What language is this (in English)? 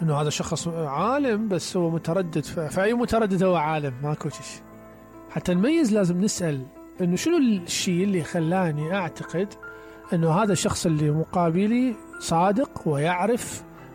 Mesopotamian Arabic